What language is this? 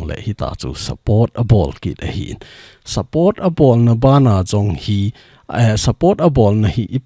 Thado Chin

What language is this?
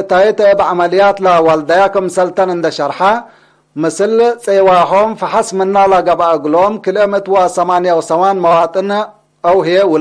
Tigre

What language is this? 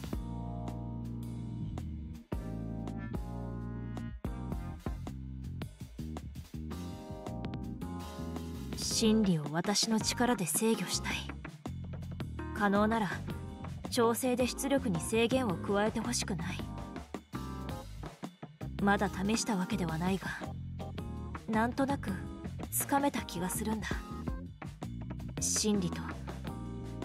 Japanese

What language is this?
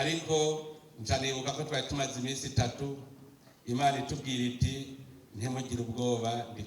Rundi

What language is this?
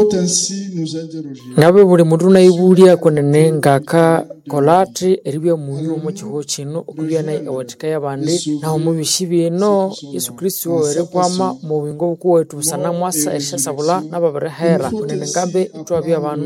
Nande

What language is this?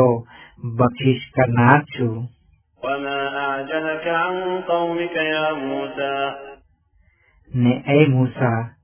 Gujarati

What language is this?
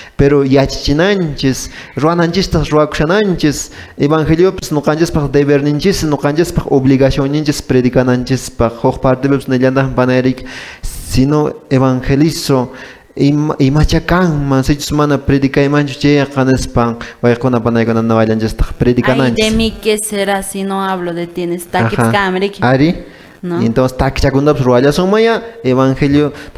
Quechua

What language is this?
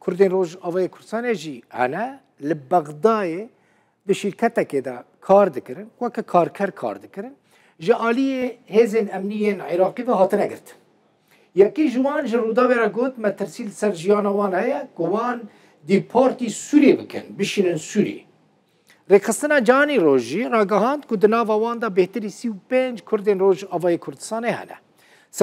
Kurdish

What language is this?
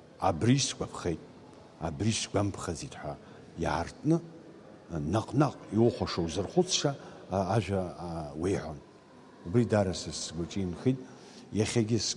Abkhazian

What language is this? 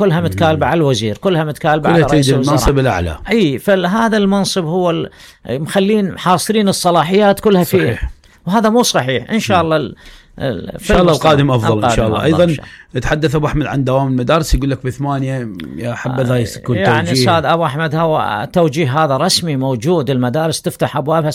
Mesopotamian Arabic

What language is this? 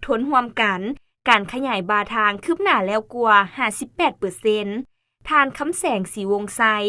Lao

